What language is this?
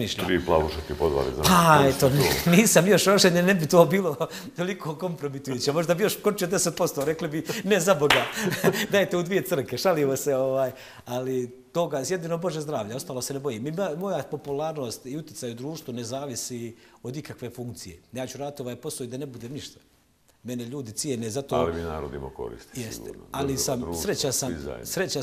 Bosnian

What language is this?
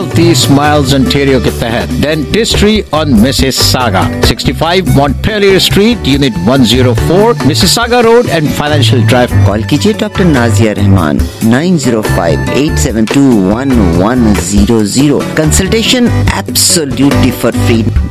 Hindi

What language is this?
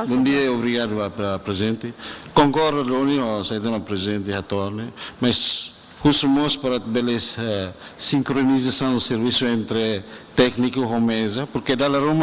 Tetum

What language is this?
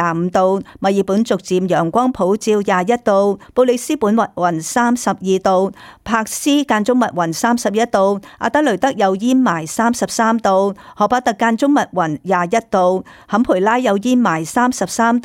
Cantonese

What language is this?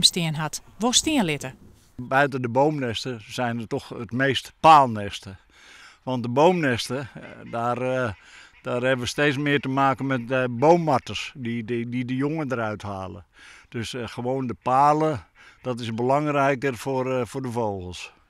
Western Frisian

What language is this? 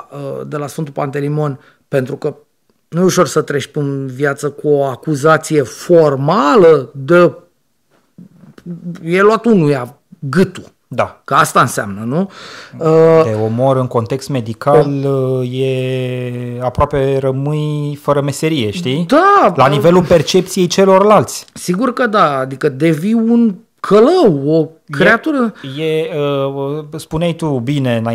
Romanian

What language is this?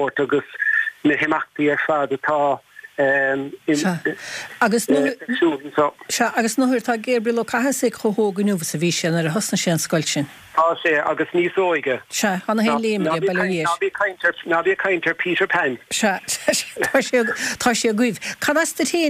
Irish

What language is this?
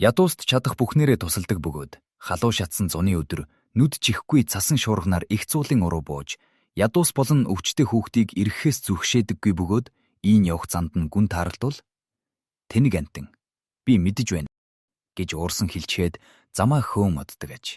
Mongolian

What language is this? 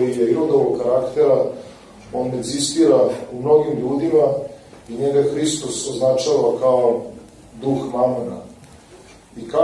Serbian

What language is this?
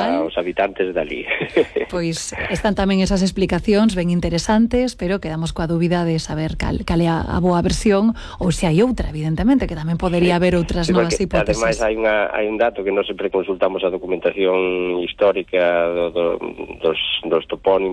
Galician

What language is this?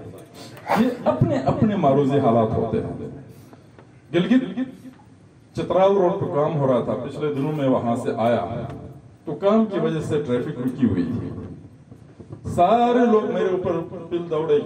Urdu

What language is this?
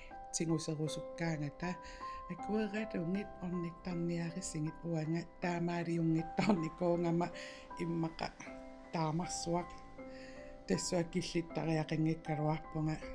Kalaallisut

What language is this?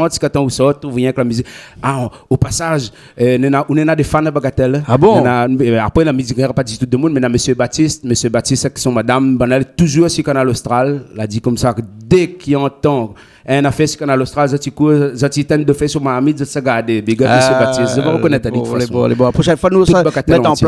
Réunion Creole French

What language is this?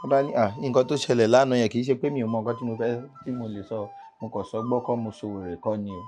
Yoruba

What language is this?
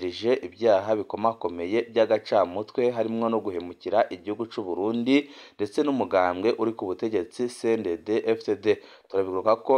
Rundi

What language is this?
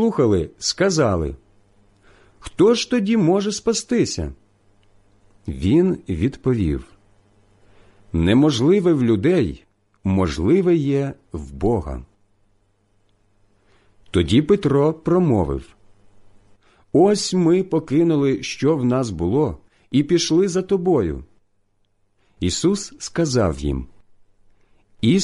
Ukrainian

